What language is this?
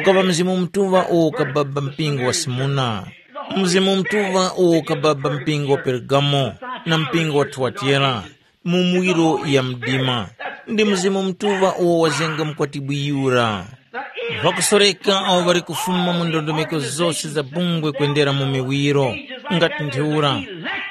Tumbuka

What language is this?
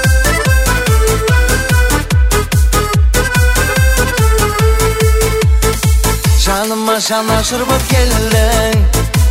Kazakh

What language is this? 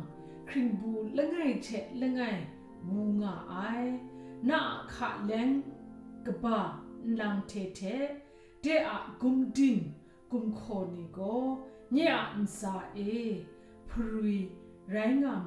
Kachin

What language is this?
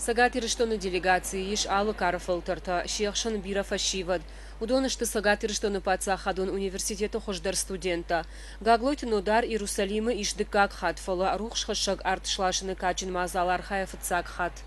Ossetic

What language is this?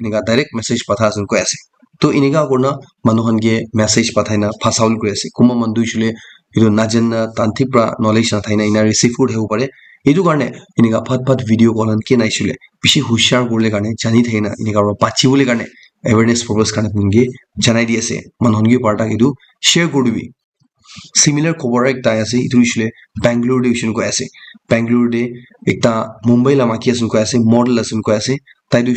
Naga Pidgin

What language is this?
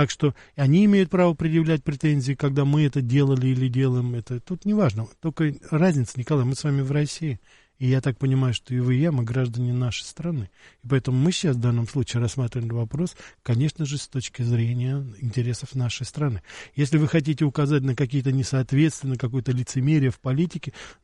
Russian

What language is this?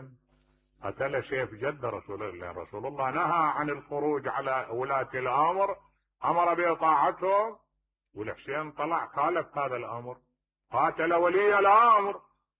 Mesopotamian Arabic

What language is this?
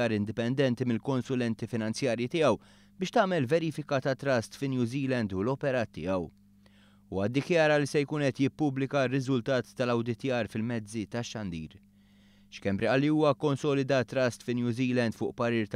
Maltese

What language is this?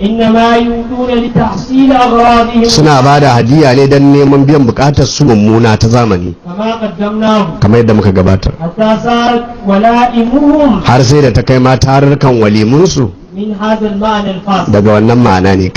Hausa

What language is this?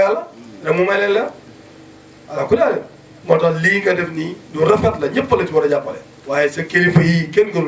Wolof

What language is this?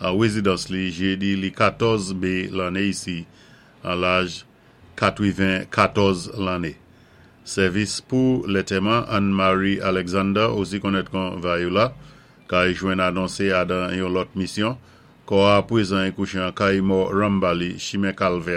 Saint Lucian Creole French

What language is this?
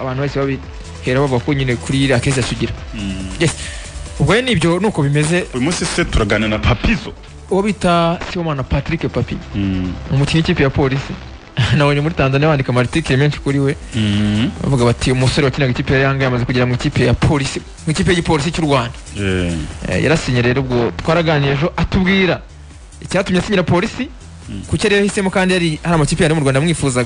Kinyarwanda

